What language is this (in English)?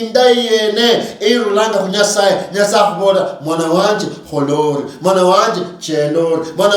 Luyia